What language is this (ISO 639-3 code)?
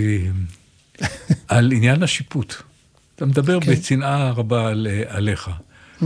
heb